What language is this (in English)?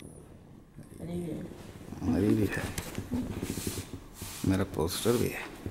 Hindi